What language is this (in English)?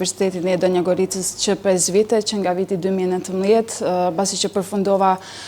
Albanian